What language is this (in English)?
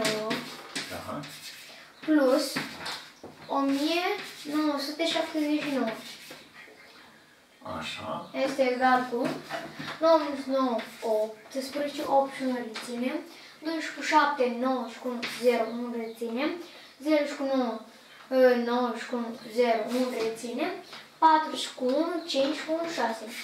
Romanian